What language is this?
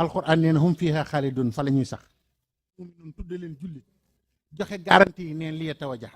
Wolof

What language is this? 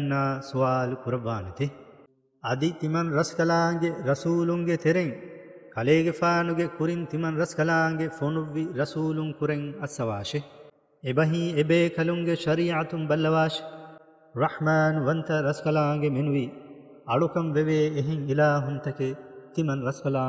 Divehi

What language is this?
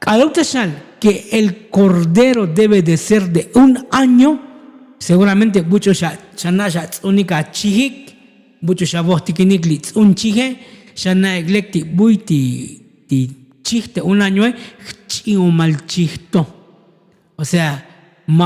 Tzotzil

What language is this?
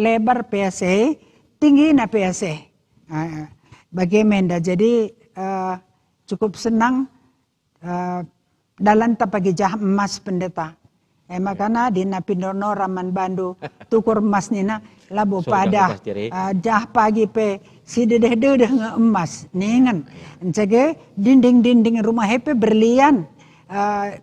Batak Karo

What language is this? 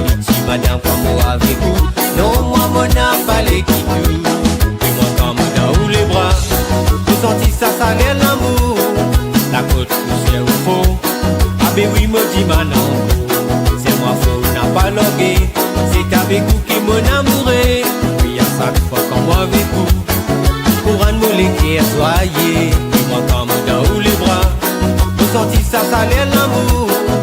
Morisyen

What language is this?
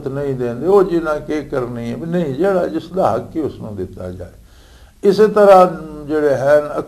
Western Panjabi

